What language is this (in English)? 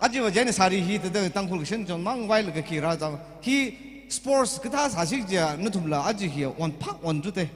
Tangkhul Naga (India)